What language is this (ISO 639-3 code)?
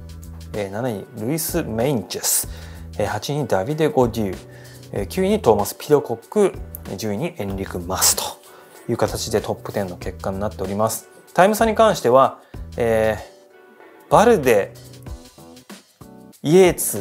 jpn